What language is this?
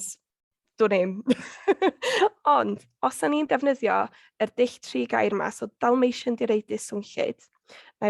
Welsh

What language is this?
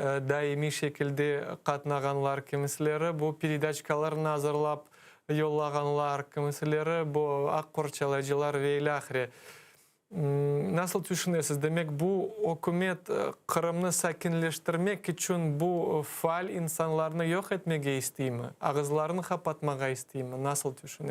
Crimean Tatar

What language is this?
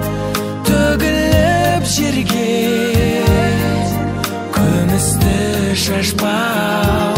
Kazakh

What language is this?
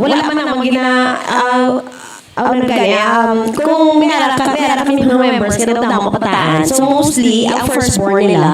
Hiligaynon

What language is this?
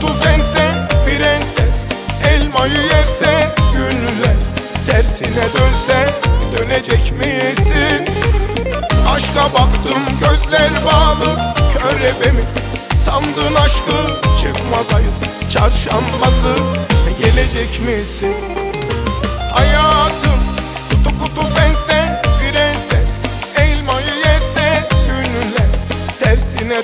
Turkish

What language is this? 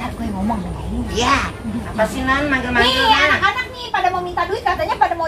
Betawi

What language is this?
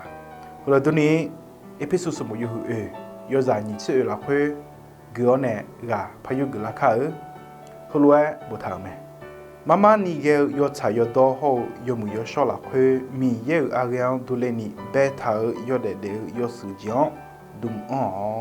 Akha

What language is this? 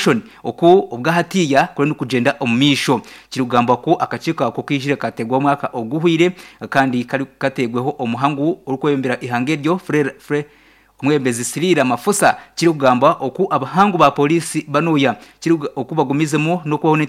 Nyankole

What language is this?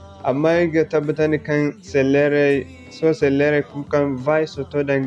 Zarma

